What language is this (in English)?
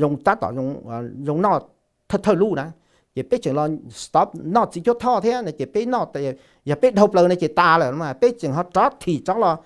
Hmong